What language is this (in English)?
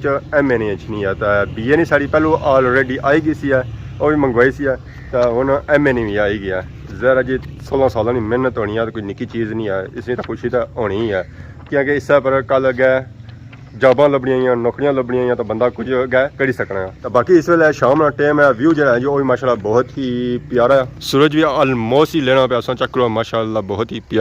Pahari-Potwari